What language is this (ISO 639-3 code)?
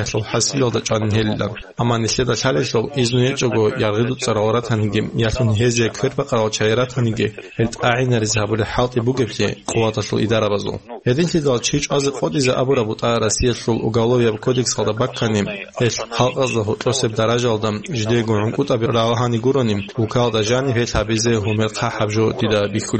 ava